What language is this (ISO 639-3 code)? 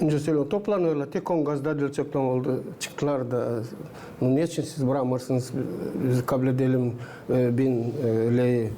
gag